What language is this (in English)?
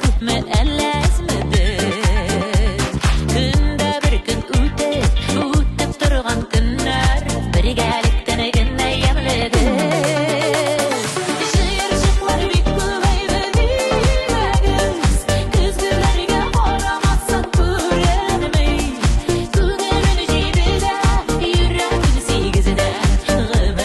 Tatar